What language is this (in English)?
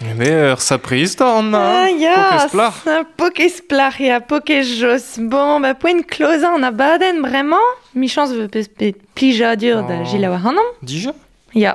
Breton